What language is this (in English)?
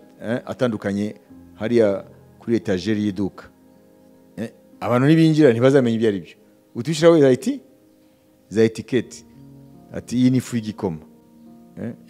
Kinyarwanda